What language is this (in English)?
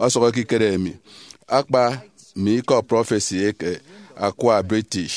Efik